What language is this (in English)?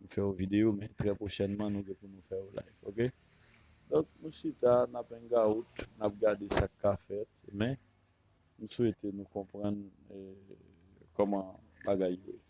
Haitian Creole